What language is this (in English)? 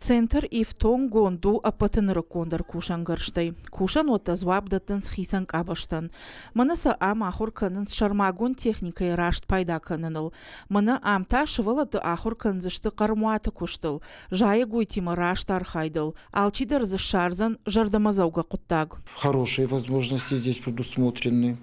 Ossetic